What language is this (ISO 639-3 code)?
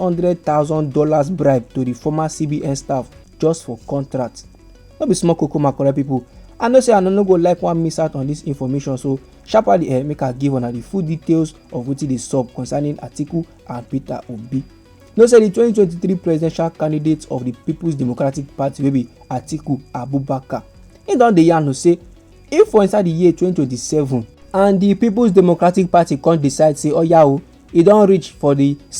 pcm